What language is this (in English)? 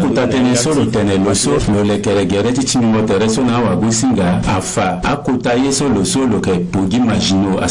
Sango